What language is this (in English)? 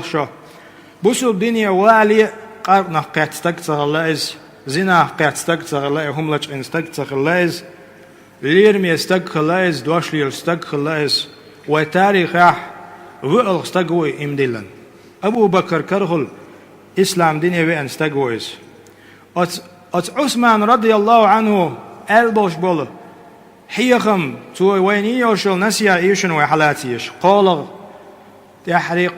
Chechen